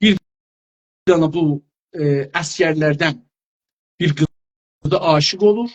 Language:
South Azerbaijani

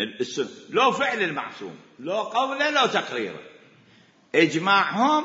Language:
Mesopotamian Arabic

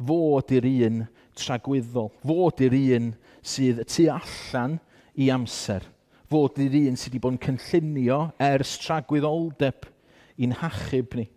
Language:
Welsh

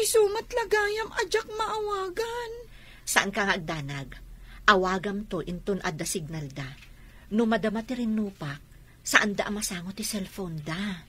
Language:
Iloko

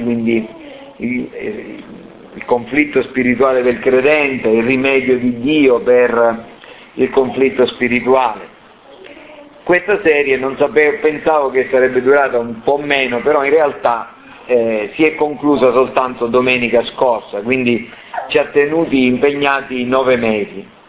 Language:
Italian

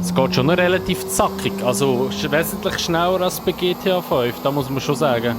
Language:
Swiss German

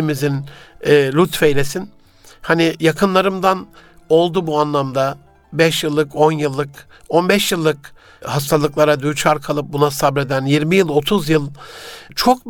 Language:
Turkish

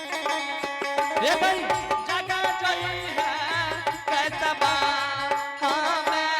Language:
Angika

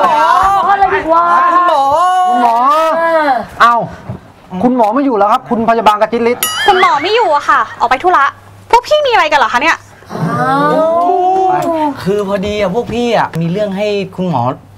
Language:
Thai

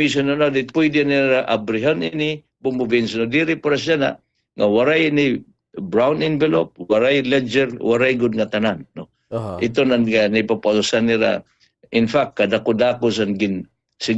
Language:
Waray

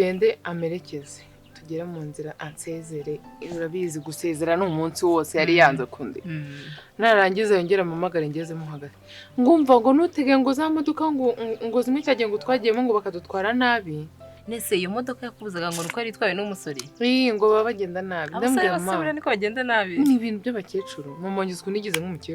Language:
Kinyarwanda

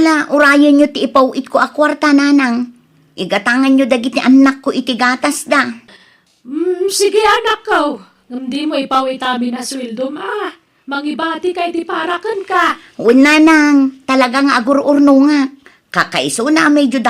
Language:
Iloko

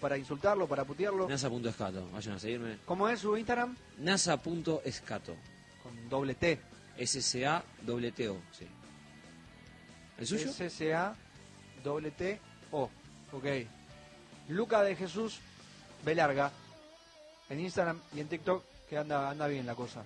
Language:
Spanish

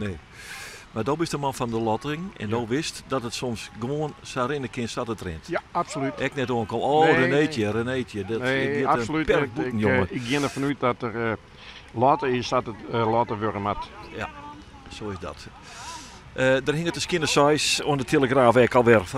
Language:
Western Frisian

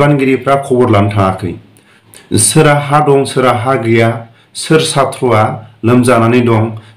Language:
Bodo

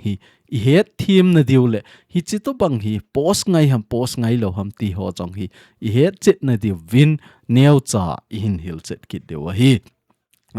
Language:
Thado Chin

